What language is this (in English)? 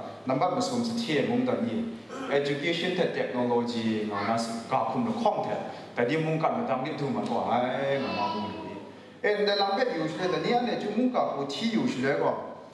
Kachin